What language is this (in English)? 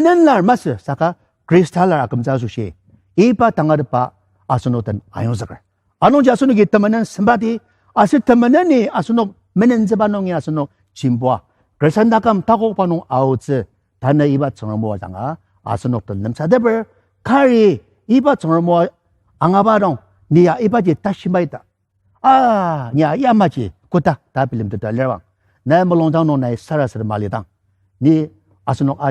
Ao Naga